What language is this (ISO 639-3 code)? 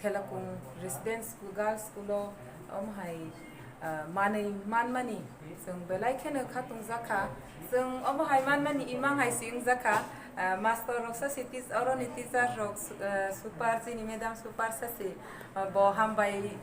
trp